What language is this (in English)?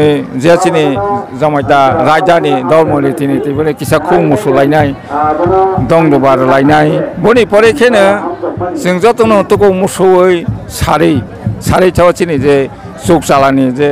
Kok Borok